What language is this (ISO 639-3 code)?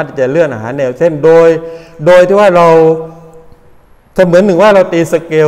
tha